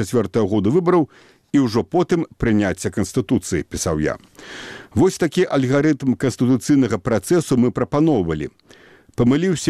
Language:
Belarusian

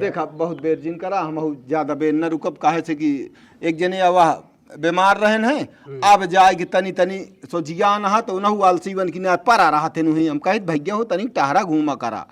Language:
Awadhi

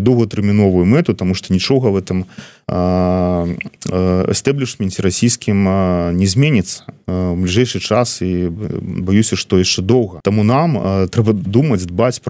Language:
Belarusian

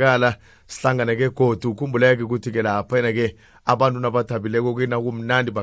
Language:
South Ndebele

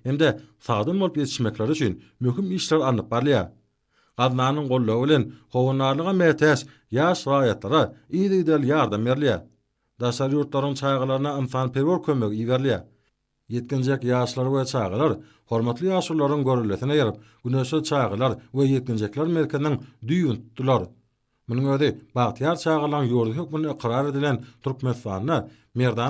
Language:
Turkmen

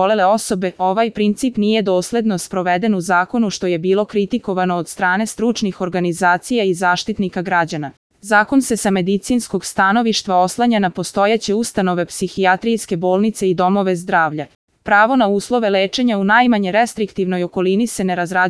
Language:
Serbian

